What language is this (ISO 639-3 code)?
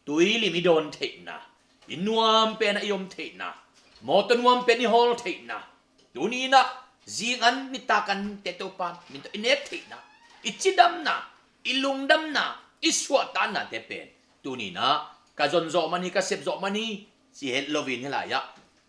ctd